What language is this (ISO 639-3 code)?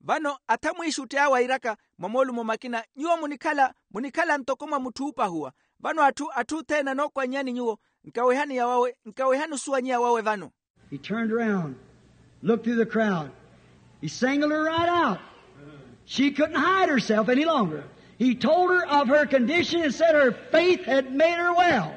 vmw